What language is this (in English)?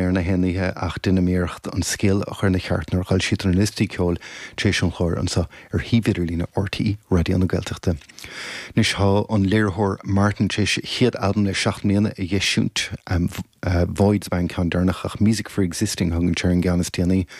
Irish